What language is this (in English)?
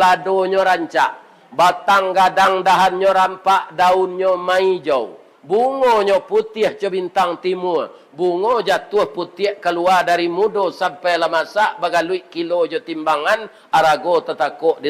Minangkabau